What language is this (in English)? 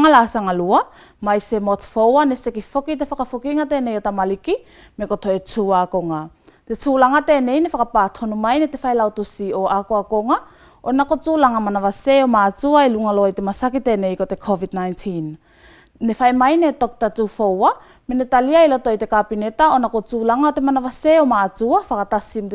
Tuvalu